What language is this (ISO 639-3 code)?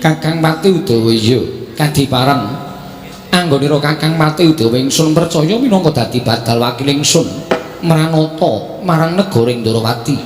jav